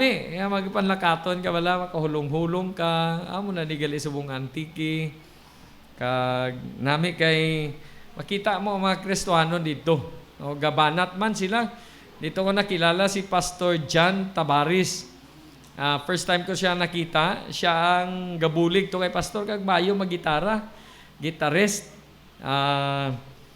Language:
Hiligaynon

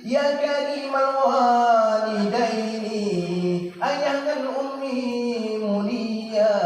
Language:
Achinese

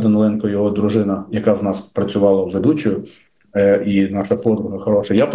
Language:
Ukrainian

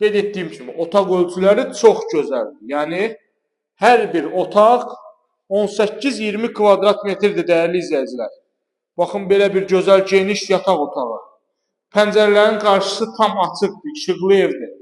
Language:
Azerbaijani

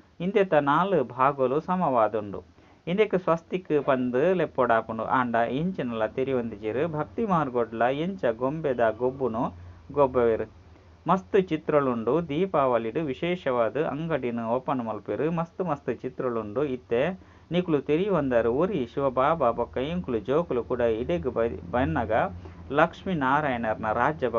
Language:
Tulu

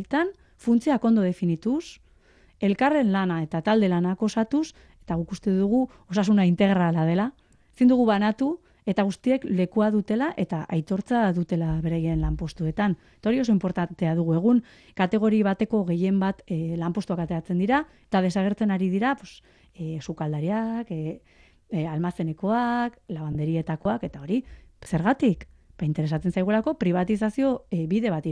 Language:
Basque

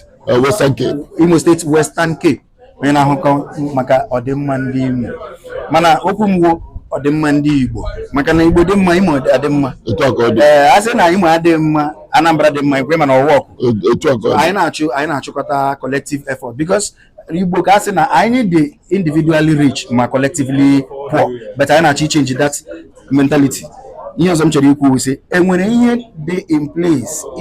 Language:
Igbo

